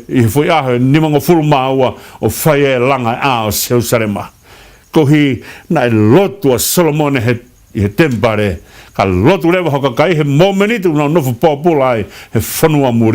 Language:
Tongan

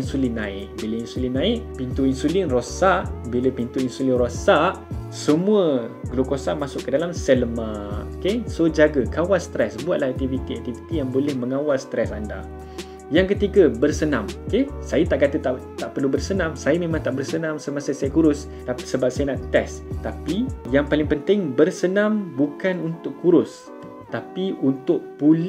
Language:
Malay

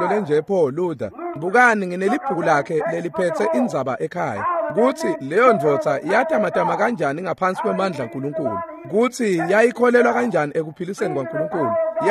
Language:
Swati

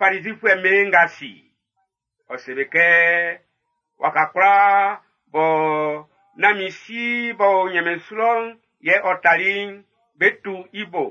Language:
Baoulé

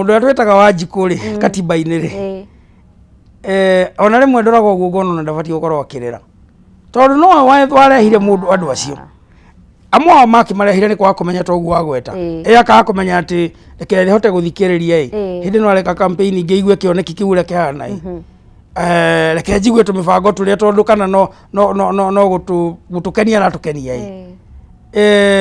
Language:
Kikuyu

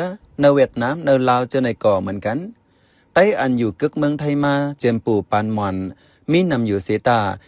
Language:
Shan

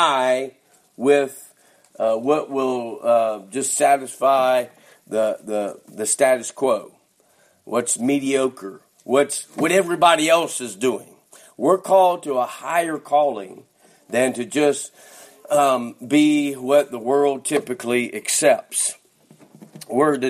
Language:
English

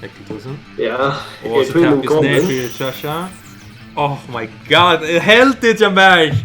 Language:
Faroese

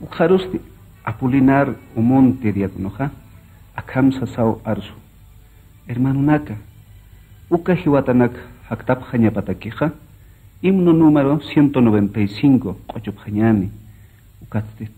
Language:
Aymara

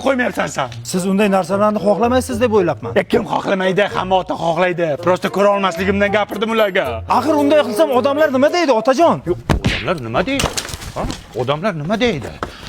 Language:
Uzbek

